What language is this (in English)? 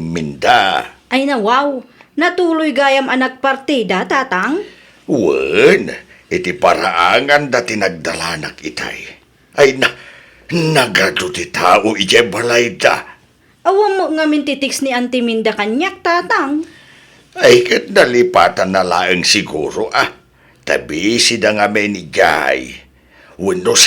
Iloko